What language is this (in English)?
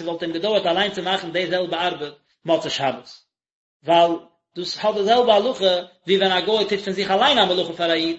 Yiddish